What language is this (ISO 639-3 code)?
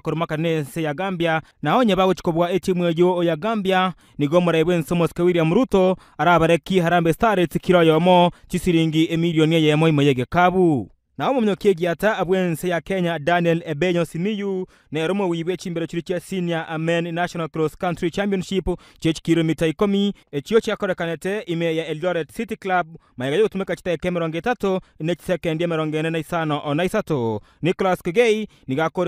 guz